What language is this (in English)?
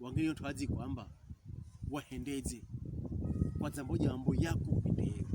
Pokomo